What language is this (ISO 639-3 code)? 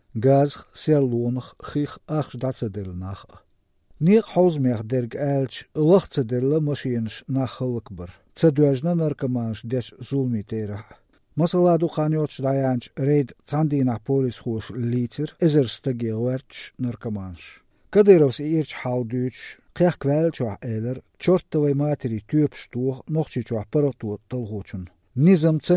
lav